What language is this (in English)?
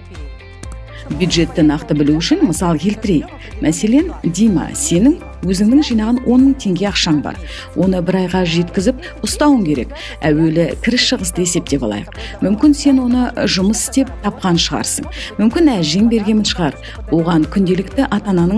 Kazakh